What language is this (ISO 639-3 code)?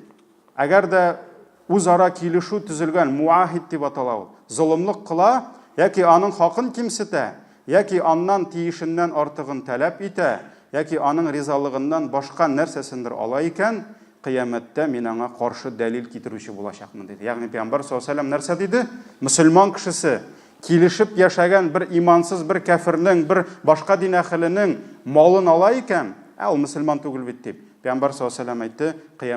tat